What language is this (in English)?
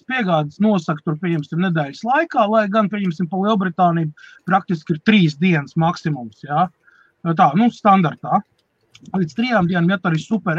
Latvian